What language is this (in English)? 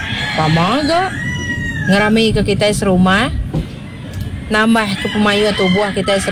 Iban